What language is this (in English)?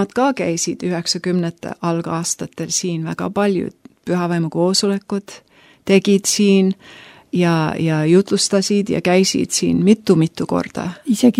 Estonian